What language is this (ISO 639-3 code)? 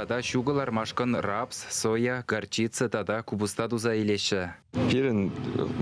chv